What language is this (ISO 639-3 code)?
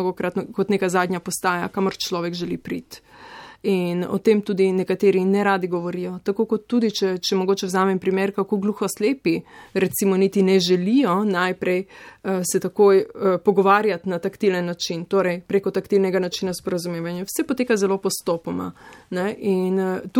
slv